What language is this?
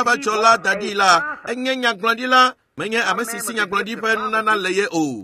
Ewe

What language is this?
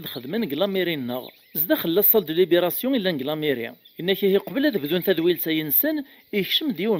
Kabyle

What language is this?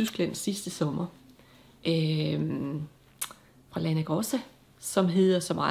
Danish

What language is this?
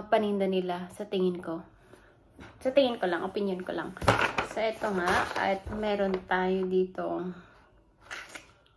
Filipino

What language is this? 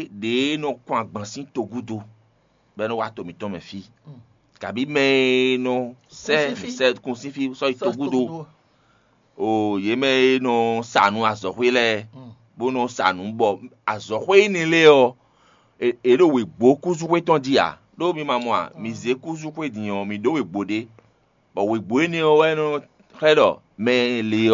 Fon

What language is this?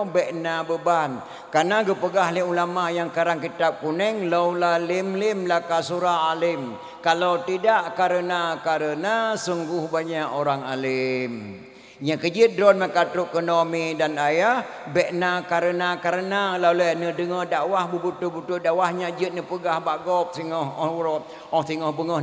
Achinese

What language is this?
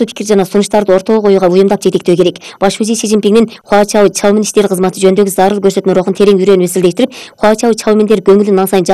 Kyrgyz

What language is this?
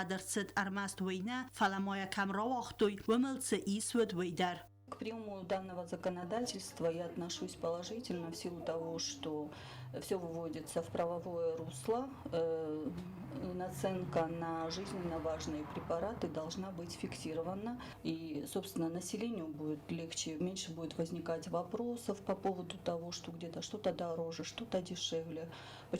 Ossetic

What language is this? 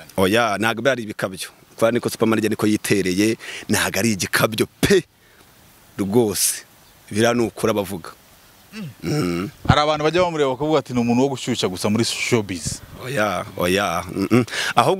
Kinyarwanda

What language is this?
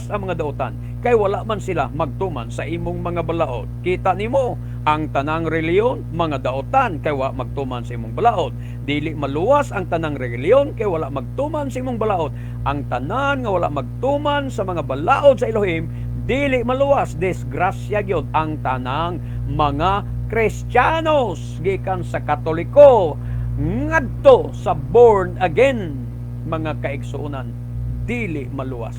Cebuano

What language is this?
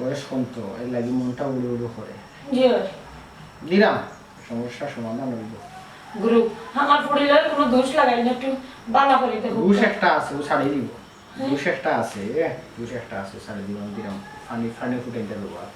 Sylheti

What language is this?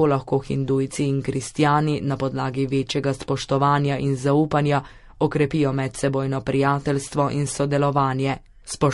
Slovenian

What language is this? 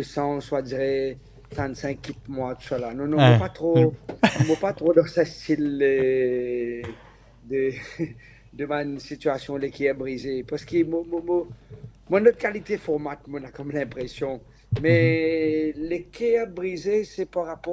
Morisyen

